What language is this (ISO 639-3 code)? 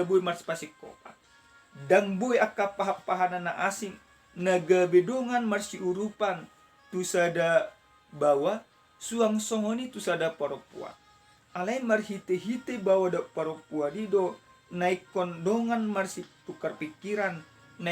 bbc